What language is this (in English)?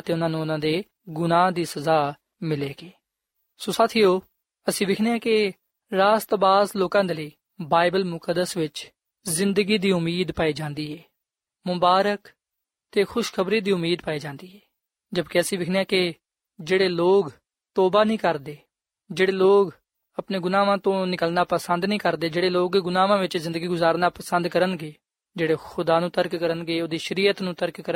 Punjabi